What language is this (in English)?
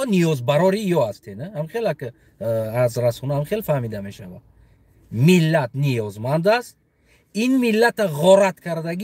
Tajik